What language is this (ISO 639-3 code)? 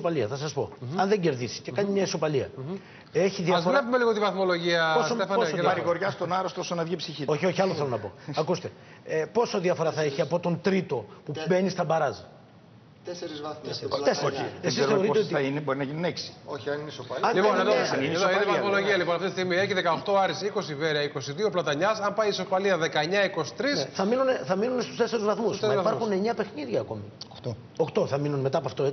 ell